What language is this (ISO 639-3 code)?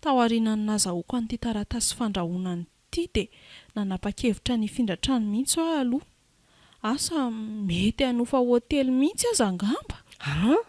mlg